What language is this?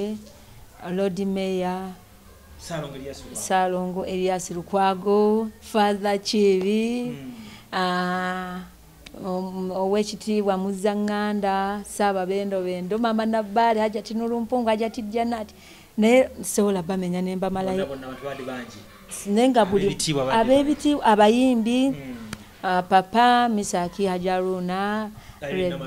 Ganda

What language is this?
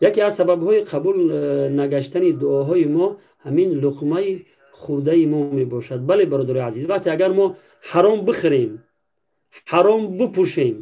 Tajik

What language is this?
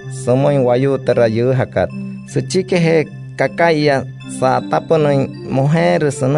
Wayuu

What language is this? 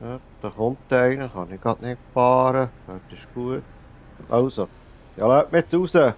Swiss German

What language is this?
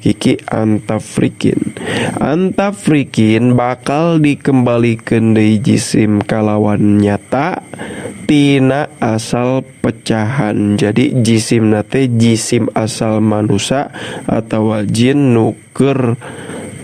Sundanese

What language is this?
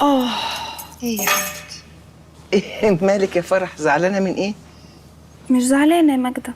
Egyptian Arabic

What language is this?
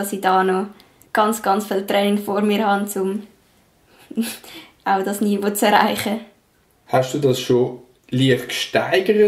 Swiss German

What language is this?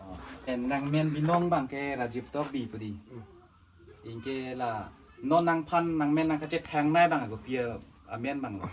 Karbi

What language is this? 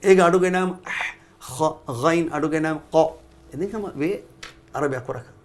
Divehi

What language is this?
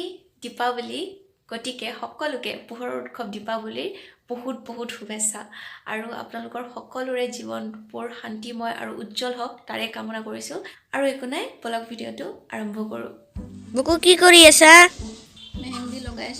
Assamese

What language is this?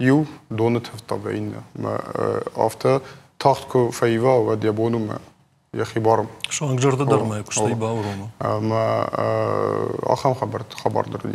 Ossetic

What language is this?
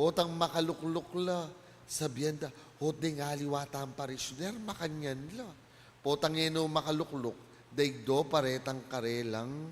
Pampanga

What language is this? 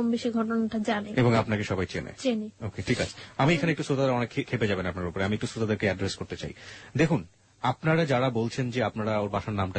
Bangla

